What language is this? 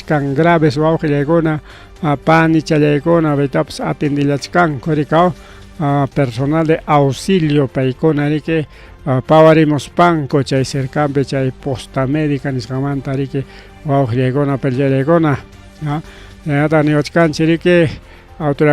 Ayacucho Quechua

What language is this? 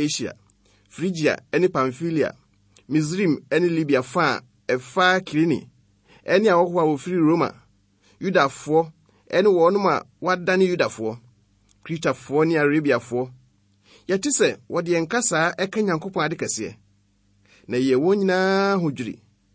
Akan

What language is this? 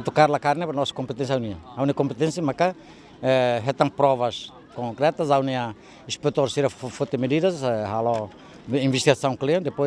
Tetum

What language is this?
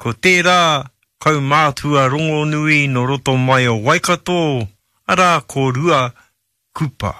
Māori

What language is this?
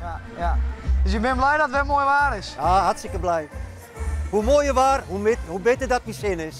Western Frisian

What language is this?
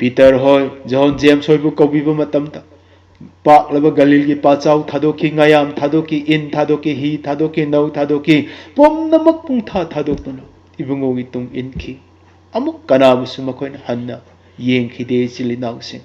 Manipuri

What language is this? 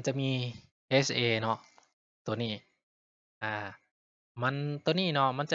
Lao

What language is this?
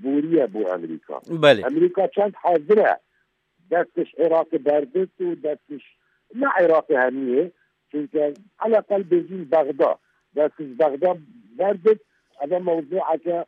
Kurdish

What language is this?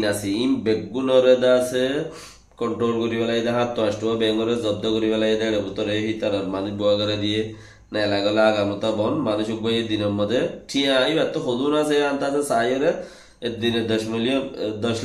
Rohingya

